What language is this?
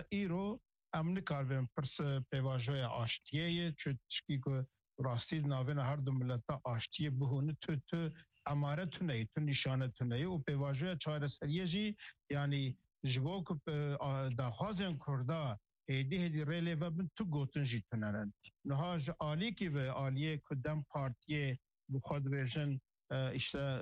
Kurdish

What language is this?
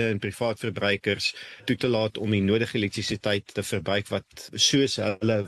Afrikaans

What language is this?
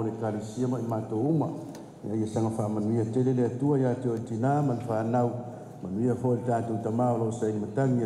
Samoan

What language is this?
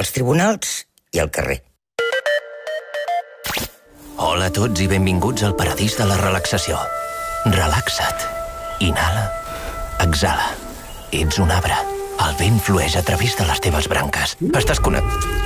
Catalan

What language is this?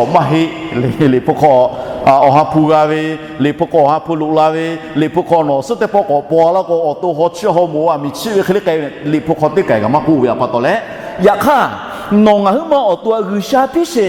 Lahu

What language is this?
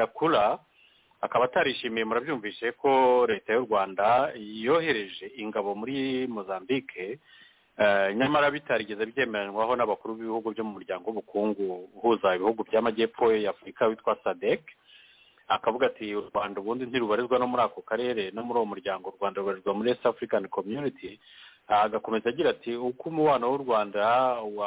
Kinyarwanda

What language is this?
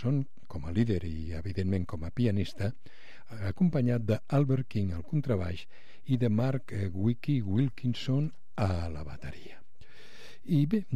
Catalan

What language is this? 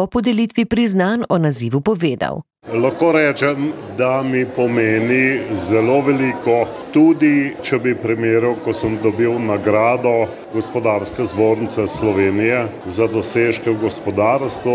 Slovenian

